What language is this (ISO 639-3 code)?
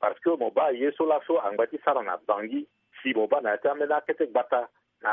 sag